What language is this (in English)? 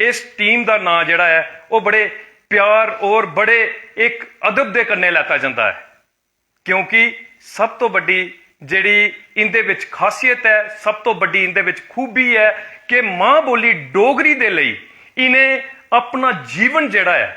Dogri